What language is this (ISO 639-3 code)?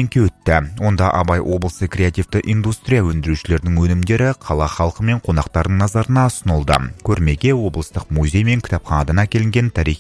kaz